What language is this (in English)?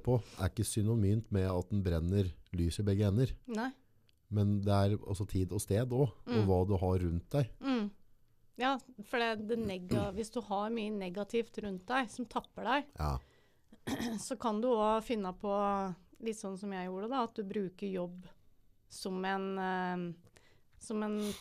Norwegian